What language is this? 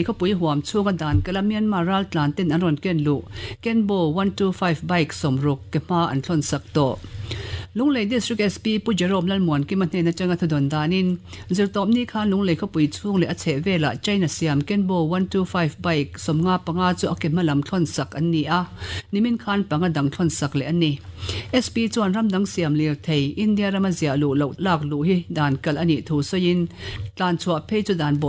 Mizo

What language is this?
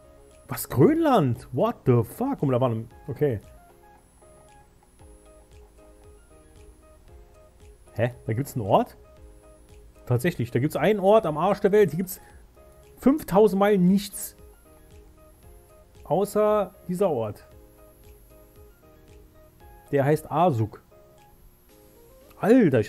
German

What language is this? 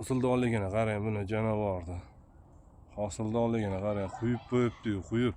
Uzbek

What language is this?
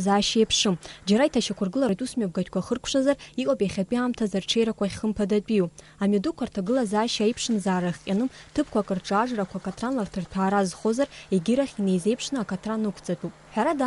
Abkhazian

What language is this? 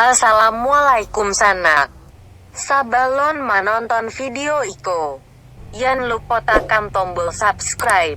Minangkabau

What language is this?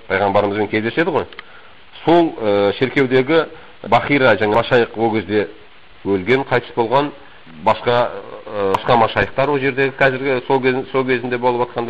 Kazakh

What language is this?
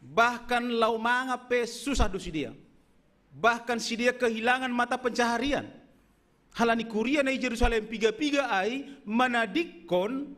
Batak Simalungun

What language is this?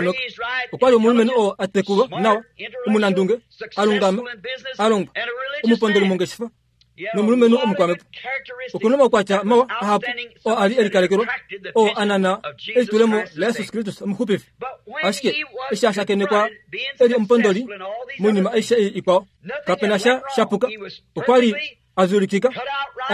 Kuanyama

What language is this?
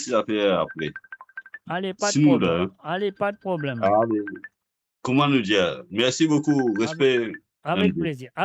Morisyen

